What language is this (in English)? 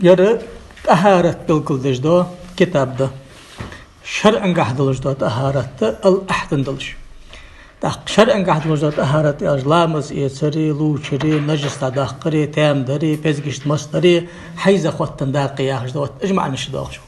Ingush